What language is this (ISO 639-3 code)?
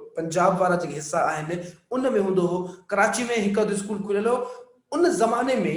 snd